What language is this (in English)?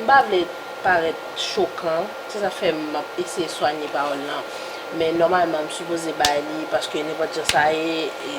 Haitian Creole